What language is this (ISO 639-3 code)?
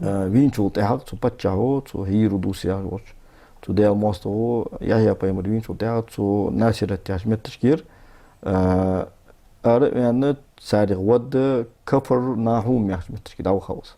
inh